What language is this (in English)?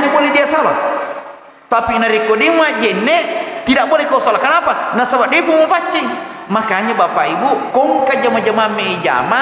Buginese